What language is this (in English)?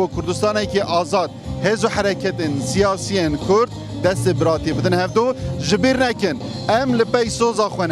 Kurdish